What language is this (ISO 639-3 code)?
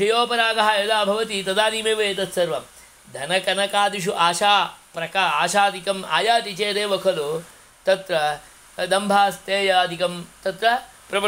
san